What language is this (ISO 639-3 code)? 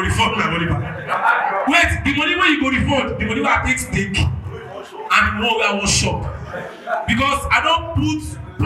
pcm